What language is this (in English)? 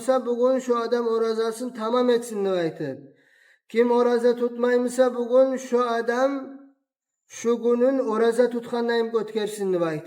Kumyk